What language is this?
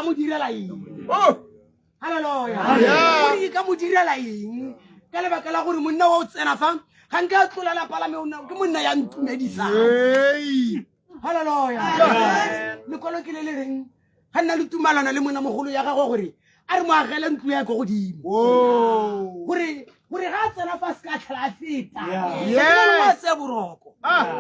Tswana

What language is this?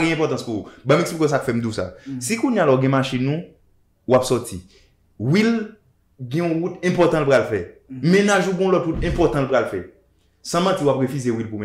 Haitian Creole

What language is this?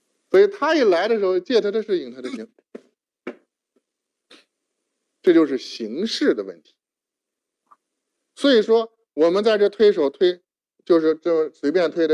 Chinese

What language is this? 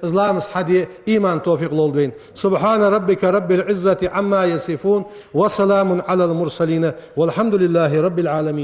Ingush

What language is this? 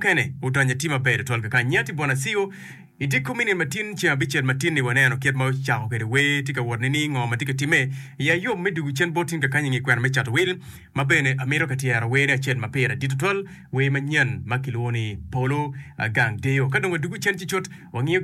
Acoli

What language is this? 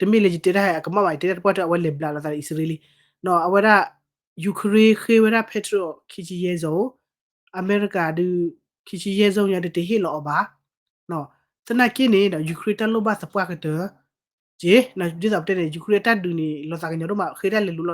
S'gaw Karen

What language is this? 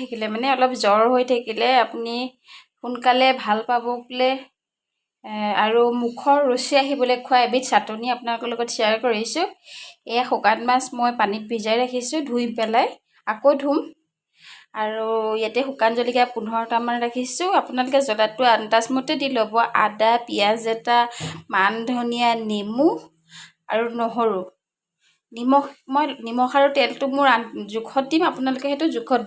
Assamese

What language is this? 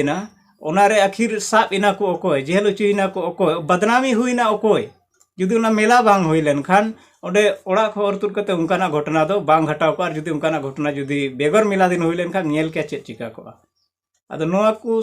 Santali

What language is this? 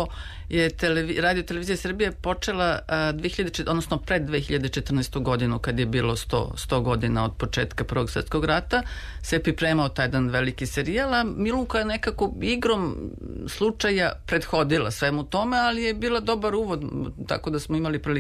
Serbian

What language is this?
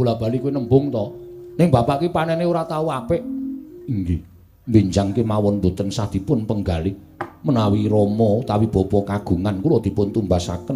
Javanese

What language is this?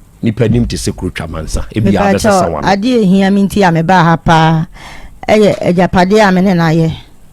Akan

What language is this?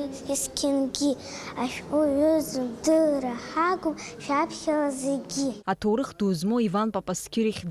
Abkhazian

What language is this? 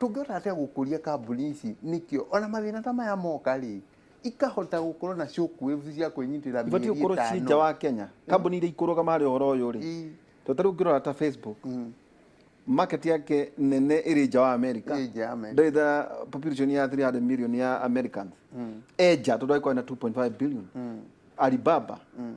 Kikuyu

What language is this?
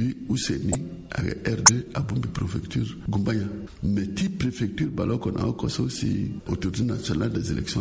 Sango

